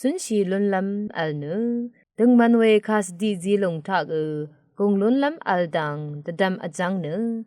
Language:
Rawang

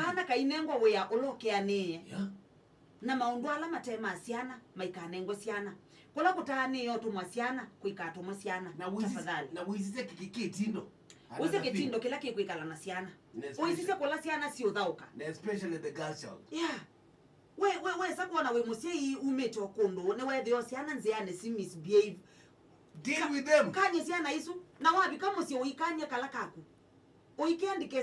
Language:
Kamba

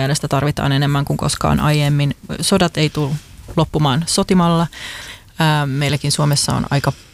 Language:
Finnish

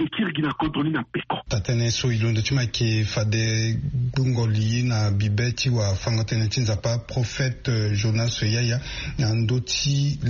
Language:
Sango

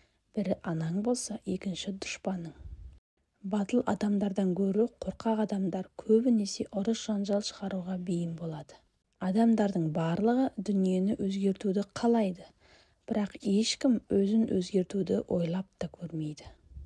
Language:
Kazakh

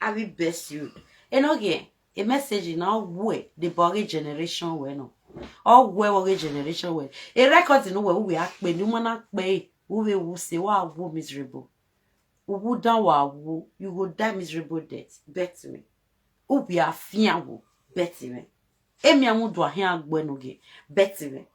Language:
Nigerian Pidgin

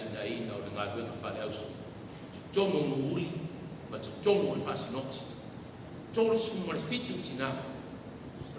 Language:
Samoan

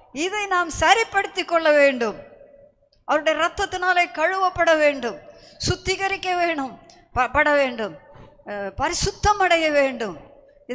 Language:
Tamil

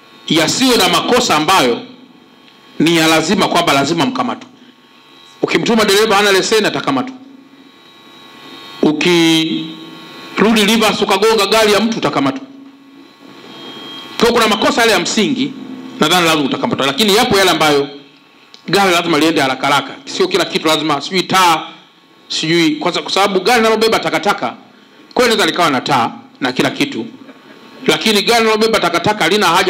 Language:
Swahili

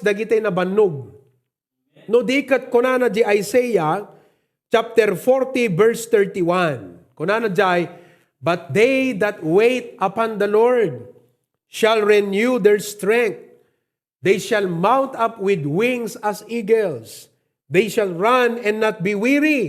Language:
Iloko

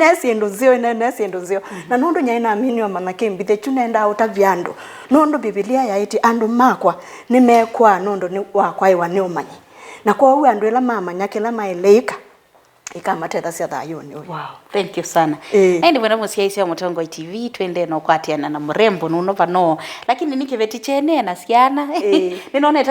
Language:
Kamba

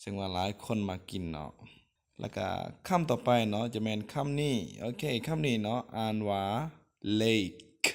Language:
Lao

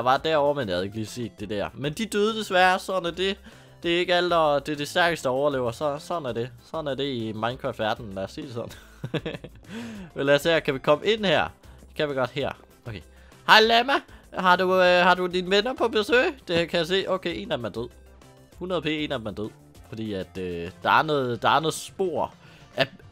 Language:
Danish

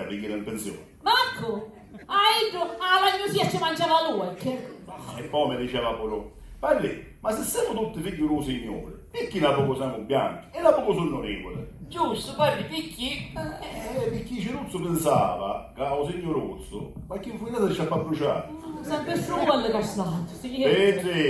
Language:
Sicilian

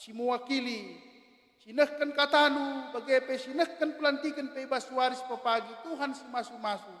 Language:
Batak Karo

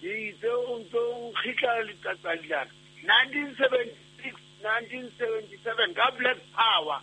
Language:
Southern Sotho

